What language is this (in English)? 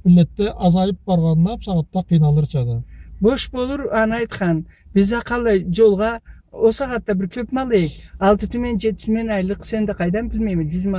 Karachay-Balkar